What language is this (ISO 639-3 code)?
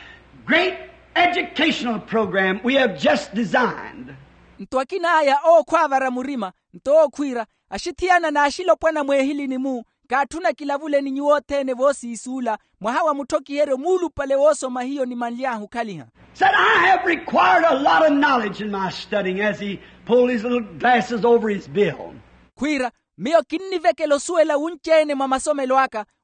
vmw